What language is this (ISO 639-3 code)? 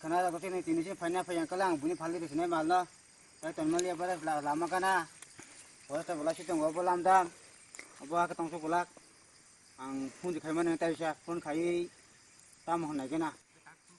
trp